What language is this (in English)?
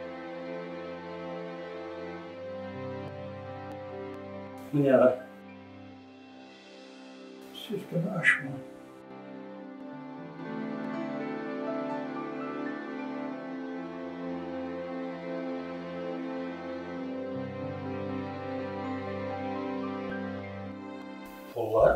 Kara-Kalpak